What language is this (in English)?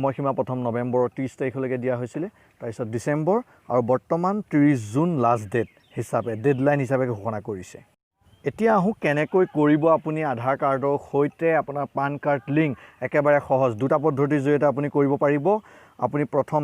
Assamese